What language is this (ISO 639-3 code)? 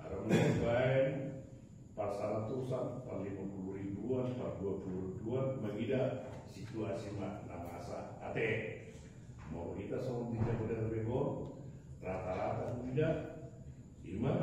bbc